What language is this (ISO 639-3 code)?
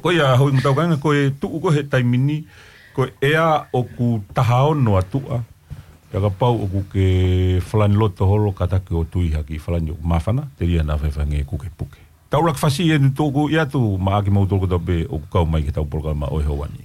ton